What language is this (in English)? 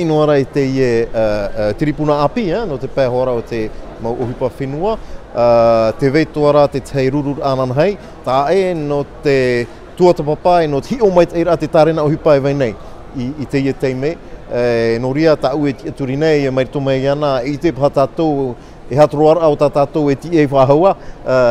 Tahitian